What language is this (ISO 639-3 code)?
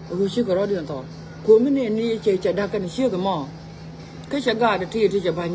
nus